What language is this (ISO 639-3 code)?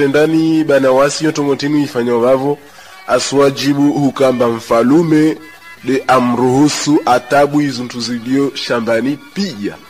swa